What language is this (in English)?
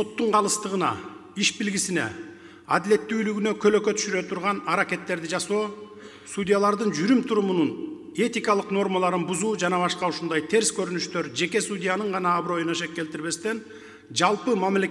Kyrgyz